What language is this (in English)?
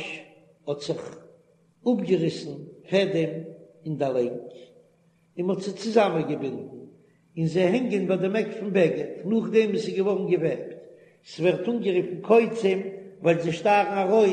Yiddish